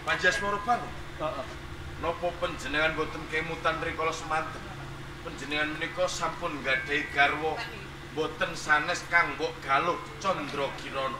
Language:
Javanese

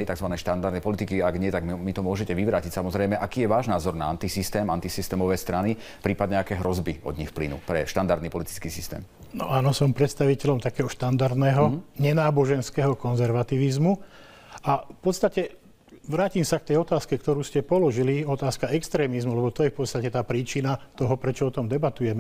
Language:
Slovak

